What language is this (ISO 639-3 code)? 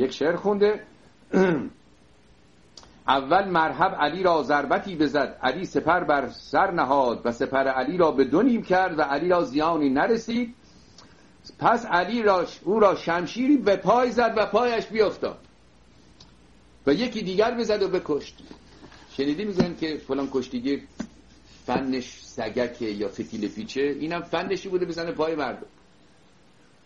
fas